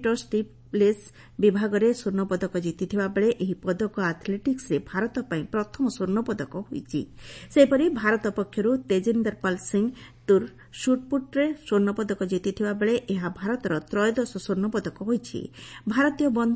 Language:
Odia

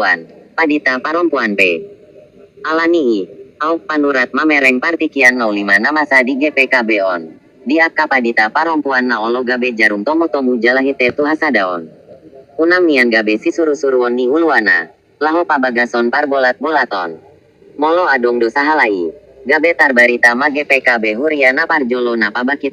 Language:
Batak Toba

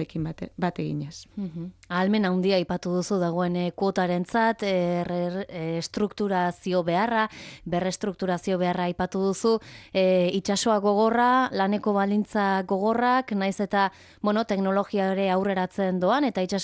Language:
Basque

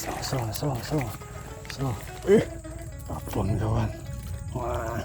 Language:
Banjar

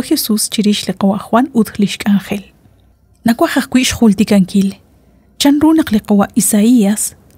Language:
Kekchí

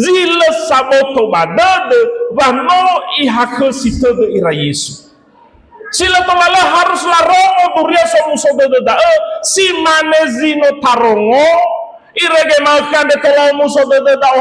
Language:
Nias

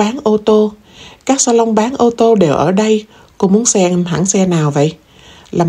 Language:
Vietnamese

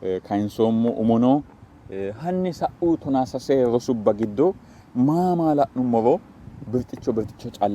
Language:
Sidamo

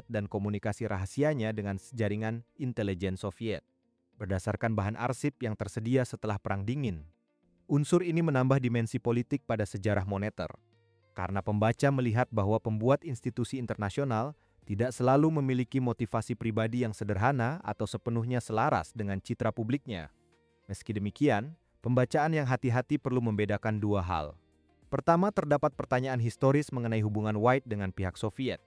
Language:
Indonesian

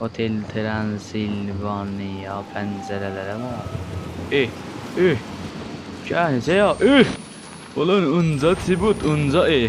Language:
South Azerbaijani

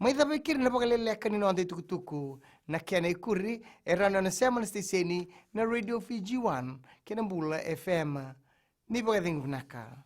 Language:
Fijian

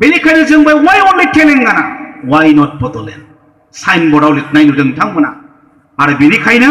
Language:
Bodo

